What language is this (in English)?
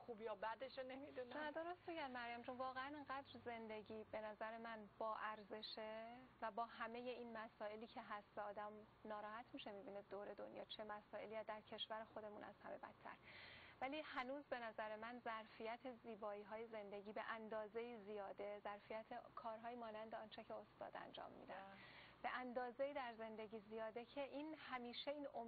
Persian